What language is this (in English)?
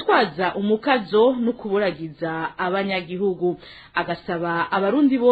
Rundi